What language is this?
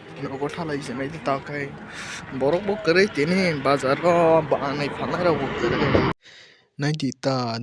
Kok Borok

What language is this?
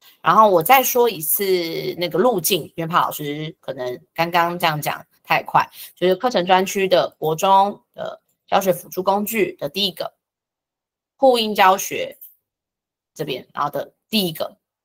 Chinese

